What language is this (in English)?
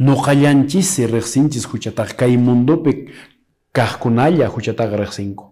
Quechua